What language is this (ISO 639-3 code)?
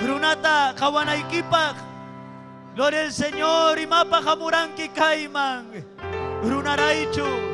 quy